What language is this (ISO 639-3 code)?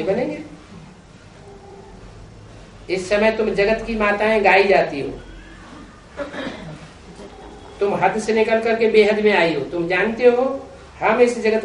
hin